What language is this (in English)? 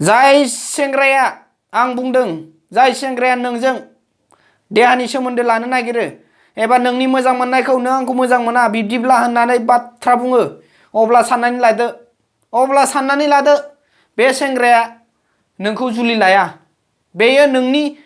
Bodo